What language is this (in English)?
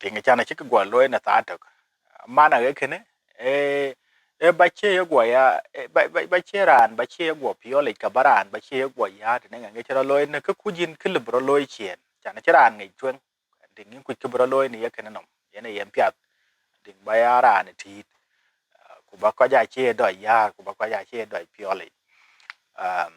Dinka